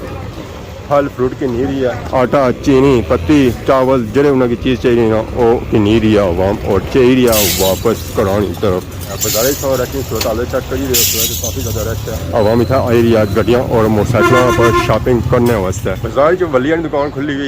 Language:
Pahari-Potwari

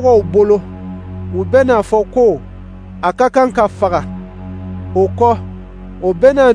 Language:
Dyula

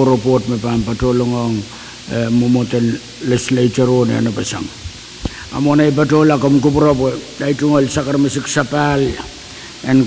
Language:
Pohnpeian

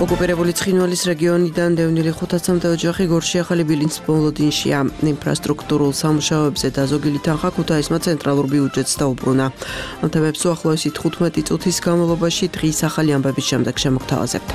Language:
Georgian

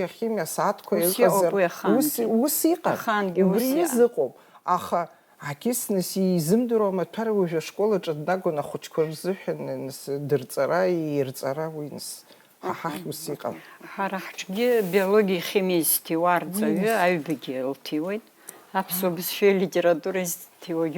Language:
Abkhazian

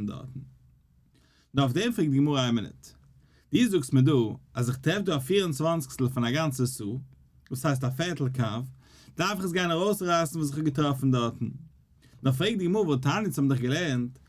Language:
Yiddish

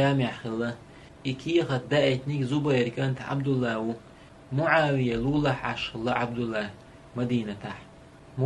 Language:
Chechen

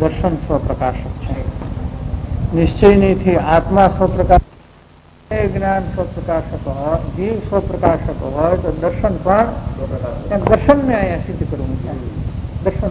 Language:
Gujarati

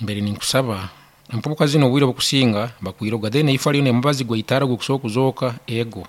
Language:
Nyankole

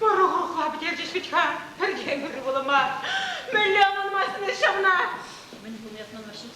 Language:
Chuvash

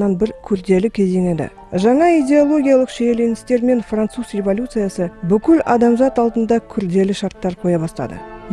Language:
Kazakh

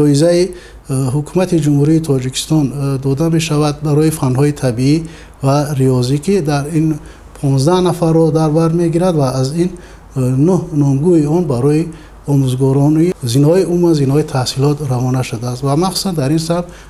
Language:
Tajik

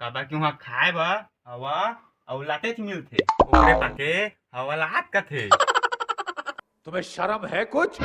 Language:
Chhattisgarhi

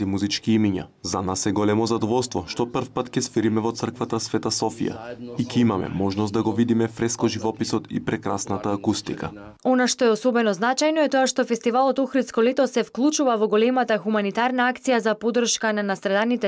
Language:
Macedonian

